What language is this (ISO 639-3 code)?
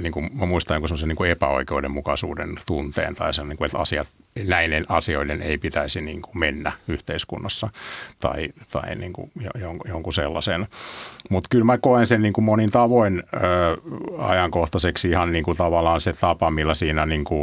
fin